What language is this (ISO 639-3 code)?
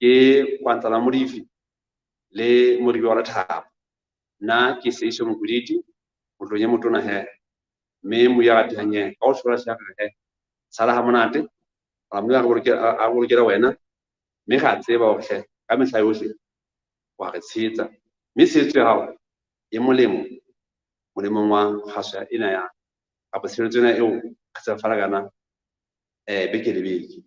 sot